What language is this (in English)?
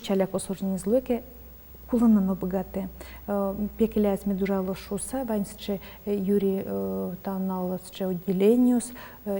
Udmurt